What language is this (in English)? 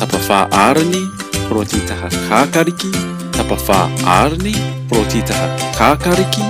Māori